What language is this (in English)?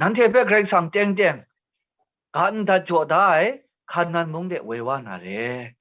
Kachin